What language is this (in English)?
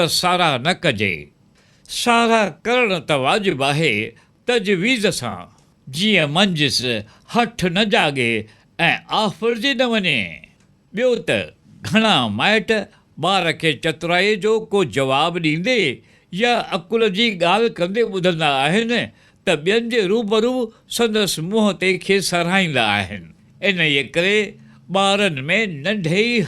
Sindhi